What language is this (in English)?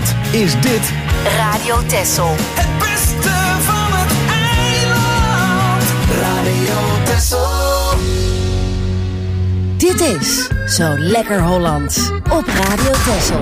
Dutch